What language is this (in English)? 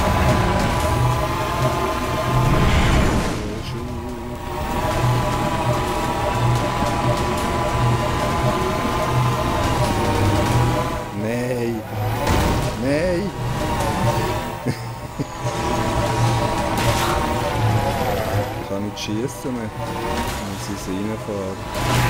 German